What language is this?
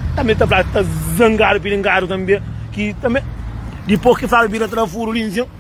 Kabuverdianu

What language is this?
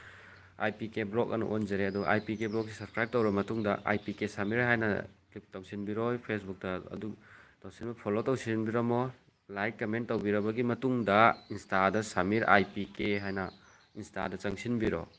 Manipuri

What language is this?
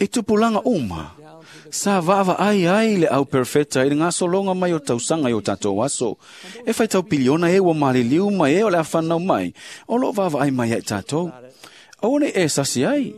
Samoan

